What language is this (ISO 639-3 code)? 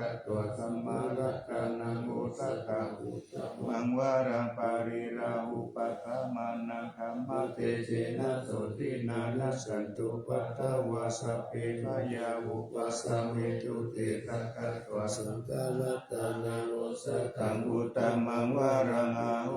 pli